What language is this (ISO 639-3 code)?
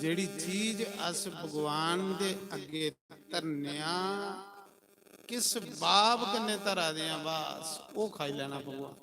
doi